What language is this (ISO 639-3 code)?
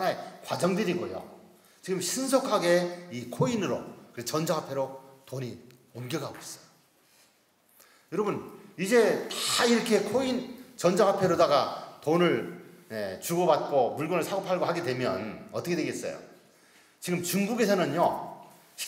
kor